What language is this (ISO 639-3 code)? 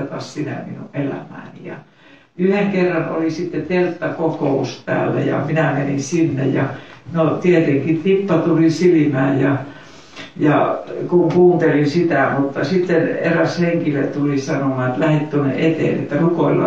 fin